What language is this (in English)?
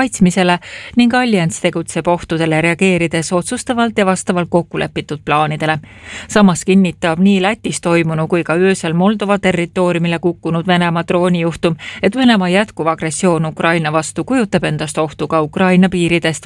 Estonian